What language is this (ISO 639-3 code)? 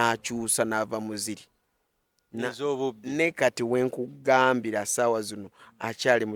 lug